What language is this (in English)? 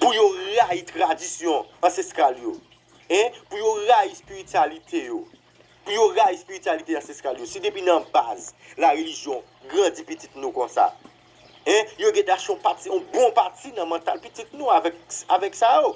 Haitian Creole